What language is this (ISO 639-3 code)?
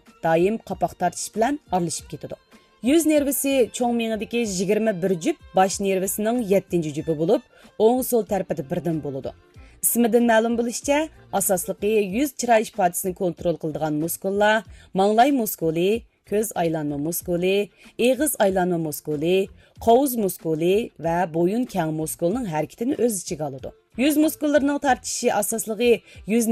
uig